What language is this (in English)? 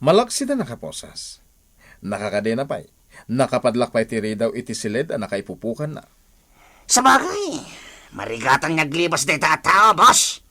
Iloko